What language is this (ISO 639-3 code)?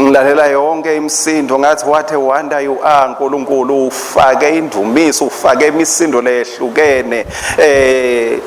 ssw